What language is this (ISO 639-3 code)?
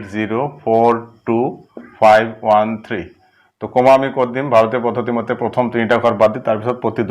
asm